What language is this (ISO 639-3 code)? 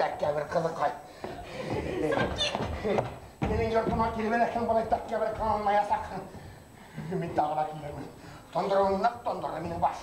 bak